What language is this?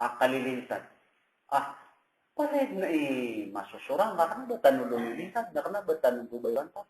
Maranao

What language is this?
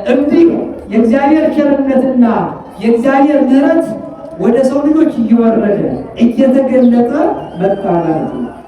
Amharic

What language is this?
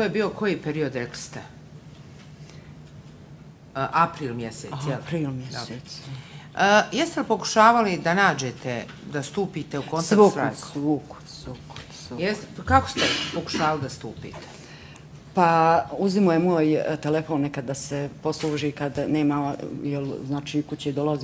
Bosnian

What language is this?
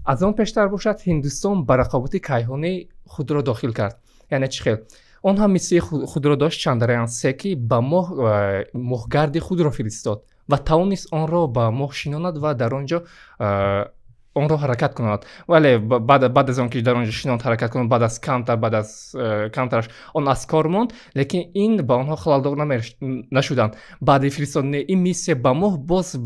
Tajik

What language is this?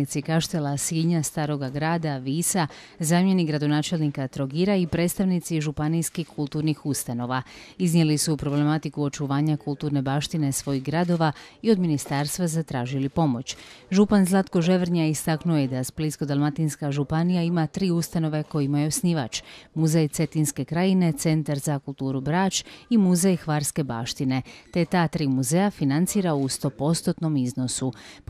Croatian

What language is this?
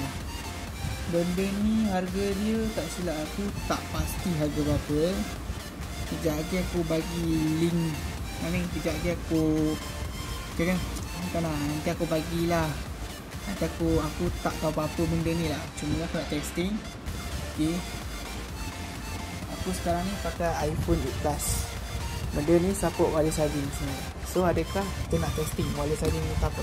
Malay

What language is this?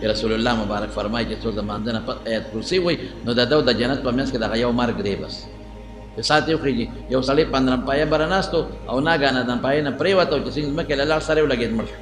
Pashto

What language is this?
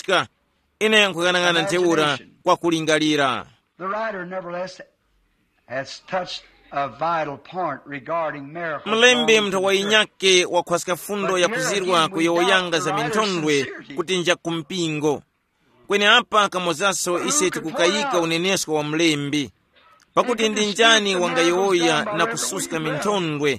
Tumbuka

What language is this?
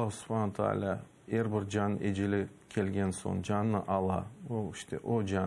Crimean Tatar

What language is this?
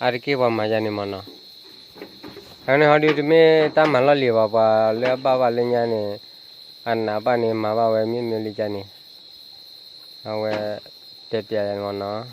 S'gaw Karen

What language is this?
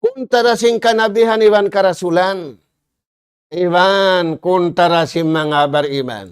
Tausug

